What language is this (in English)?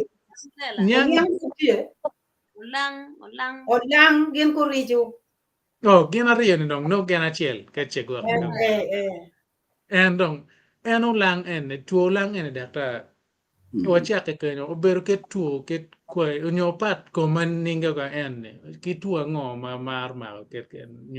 Acoli